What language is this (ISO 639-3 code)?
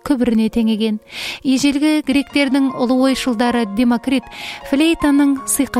kaz